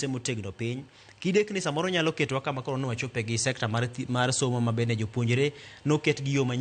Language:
Luo (Kenya and Tanzania)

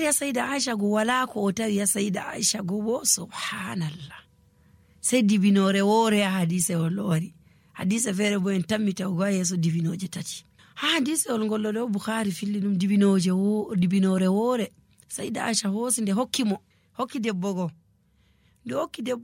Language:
Nigerian Fulfulde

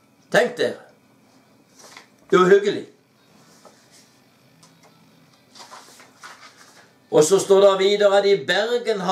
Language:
Norwegian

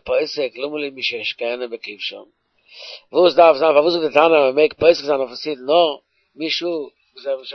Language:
Yiddish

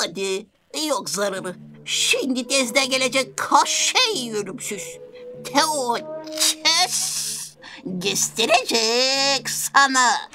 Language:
Gagauz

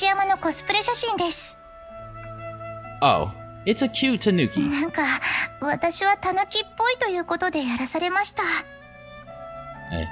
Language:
Japanese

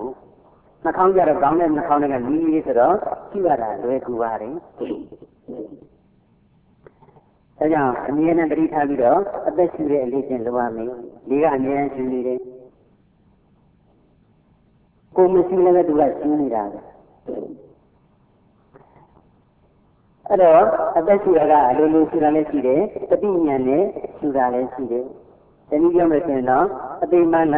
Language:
Burmese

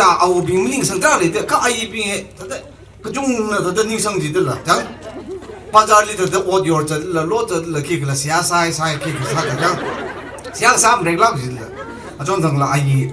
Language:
Tangkhul Naga (India)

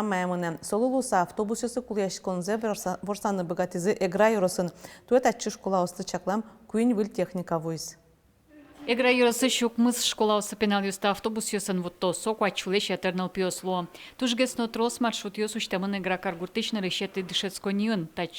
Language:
Udmurt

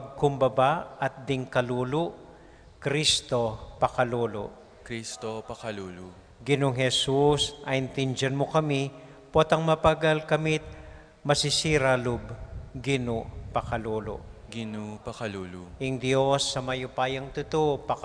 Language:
Pampanga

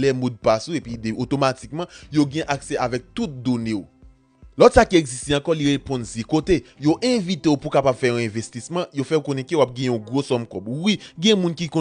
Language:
Haitian Creole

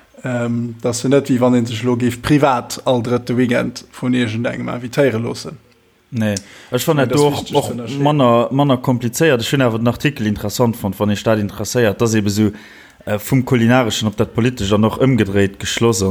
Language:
Luxembourgish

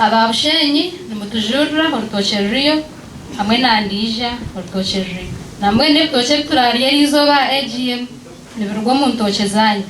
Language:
Nyankole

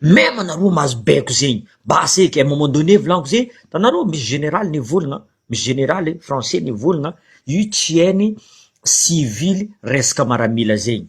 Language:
Malagasy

